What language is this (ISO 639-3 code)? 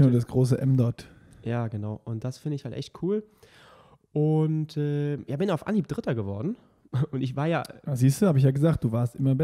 deu